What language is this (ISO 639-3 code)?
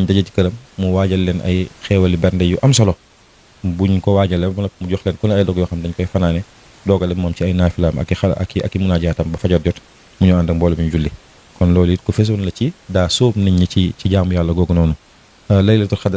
wol